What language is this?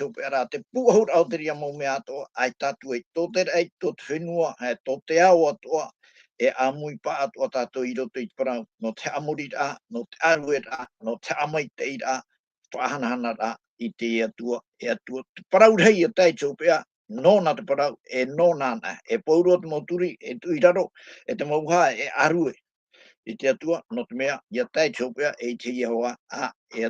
Tahitian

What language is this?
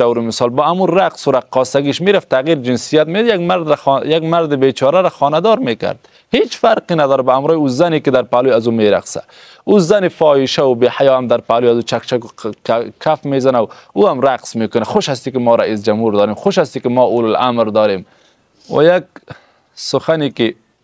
Persian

